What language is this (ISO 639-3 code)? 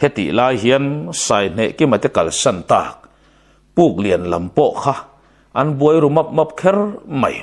lus